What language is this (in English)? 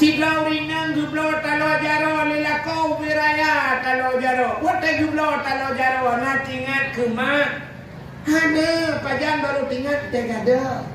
Achinese